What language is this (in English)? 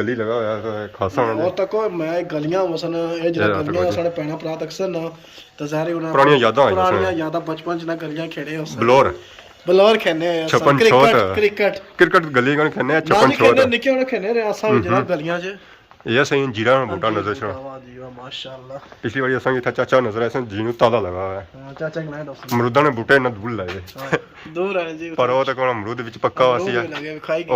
Pahari-Potwari